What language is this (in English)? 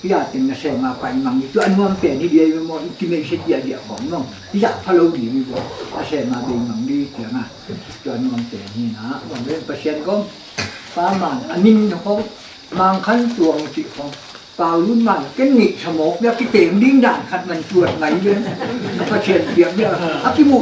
Tedim Chin